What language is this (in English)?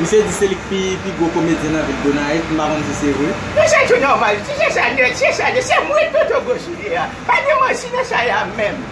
Haitian Creole